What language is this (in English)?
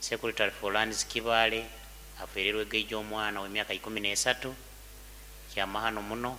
Nyoro